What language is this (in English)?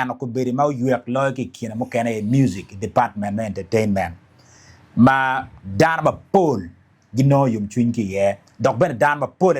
Acoli